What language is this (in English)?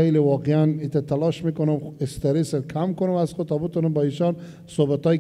Persian